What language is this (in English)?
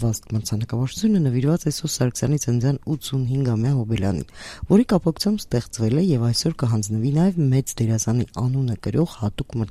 Armenian